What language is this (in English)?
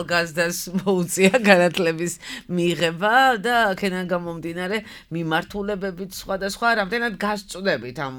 Georgian